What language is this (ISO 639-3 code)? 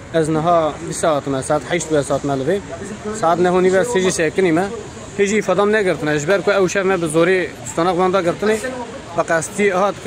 kur